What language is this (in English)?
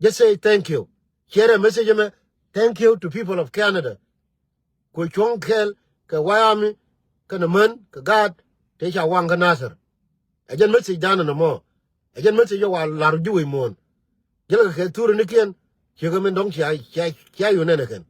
Nuer